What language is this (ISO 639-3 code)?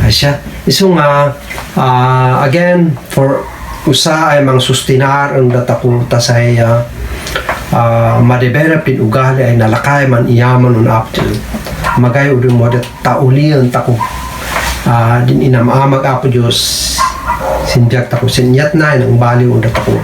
kne